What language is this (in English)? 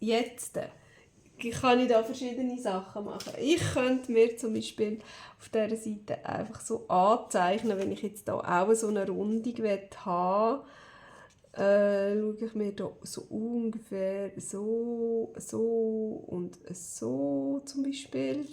Swiss German